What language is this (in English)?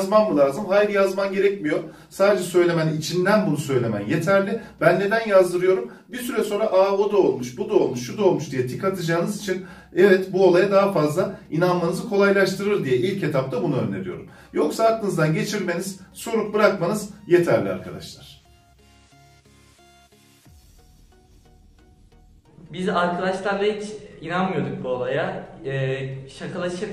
Turkish